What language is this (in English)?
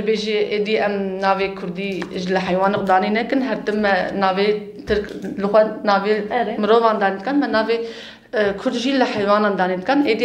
Kurdish